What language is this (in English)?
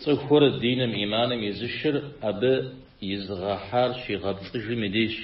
Kabardian